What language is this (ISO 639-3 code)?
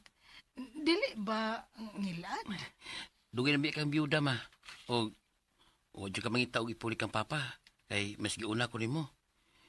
ceb